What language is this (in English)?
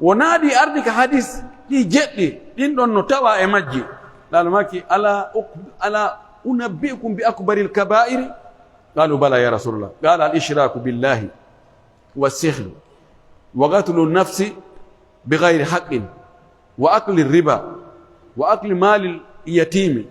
Pular